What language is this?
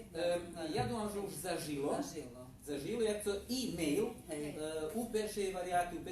Rusyn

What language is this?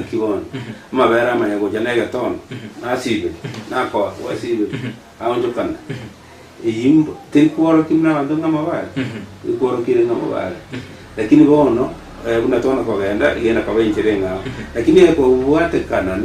Gusii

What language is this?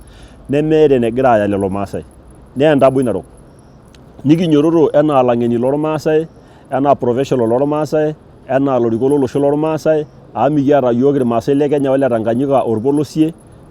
Masai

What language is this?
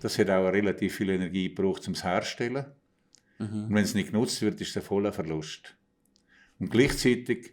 Swiss German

